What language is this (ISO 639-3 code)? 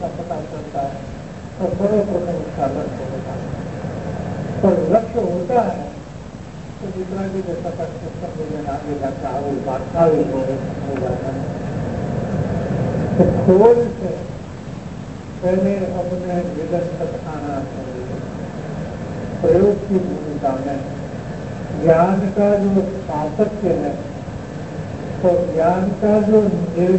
hin